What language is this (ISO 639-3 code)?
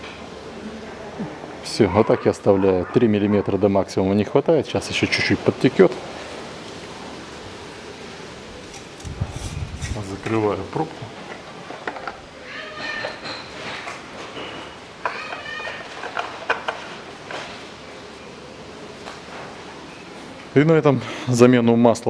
rus